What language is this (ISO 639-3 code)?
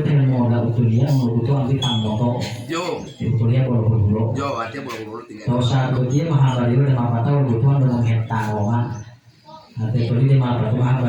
gor